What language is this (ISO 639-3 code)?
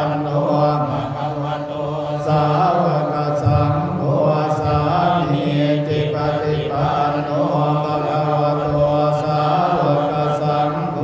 pli